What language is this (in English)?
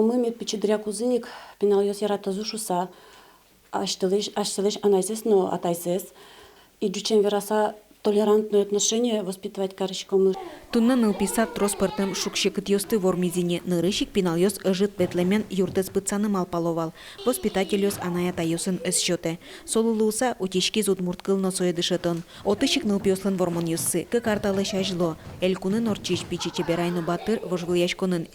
Udmurt